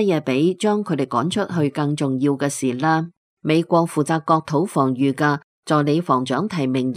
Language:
Cantonese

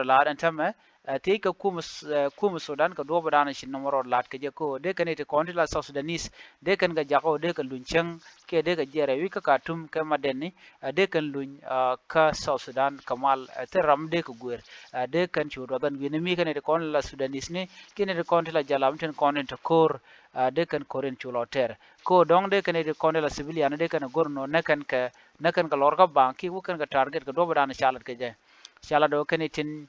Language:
Nuer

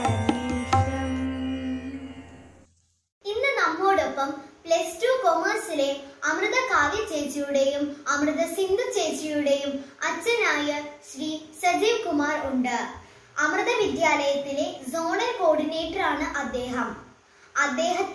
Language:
Malayalam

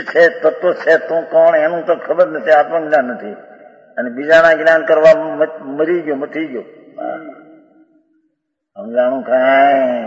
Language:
Gujarati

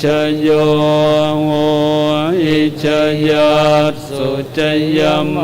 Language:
Pali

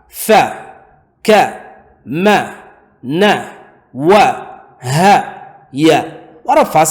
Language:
Divehi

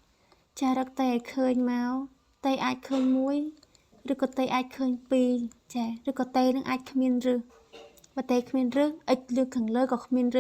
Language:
Khmer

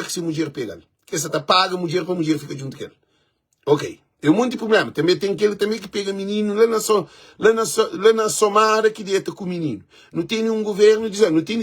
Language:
Kabuverdianu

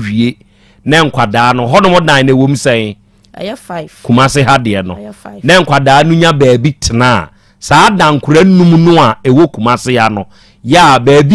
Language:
Akan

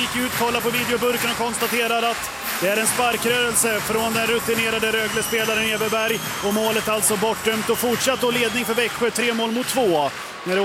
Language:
Swedish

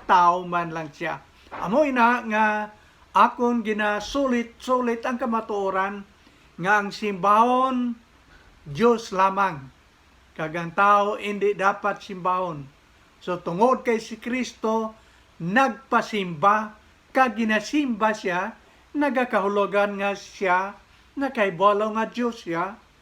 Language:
Hiligaynon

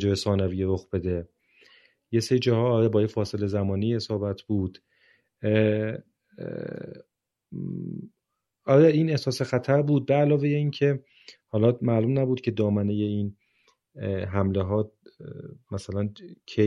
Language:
Persian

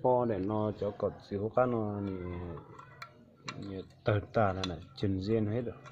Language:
Hmong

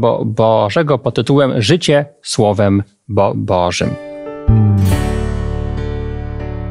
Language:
Polish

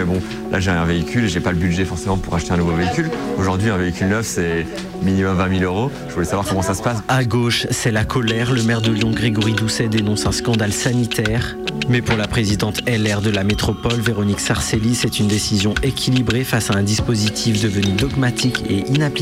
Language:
French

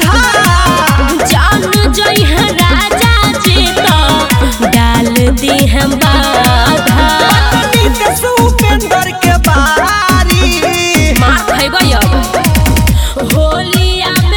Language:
Bhojpuri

